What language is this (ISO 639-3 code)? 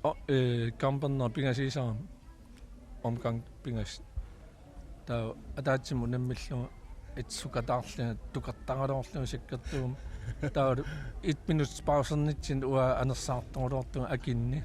kal